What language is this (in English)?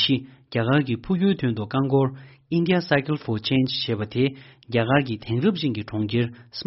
Tibetan